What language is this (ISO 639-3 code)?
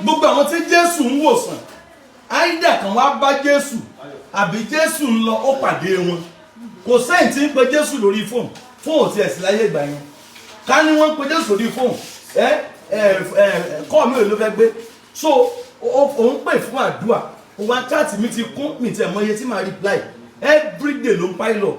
yor